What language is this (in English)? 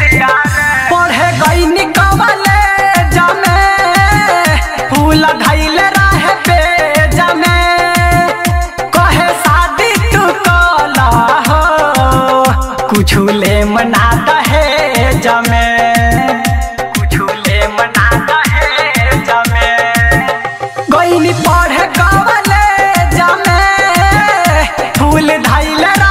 Bhojpuri